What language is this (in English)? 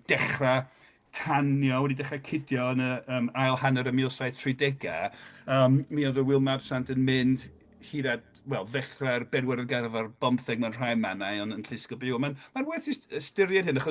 Welsh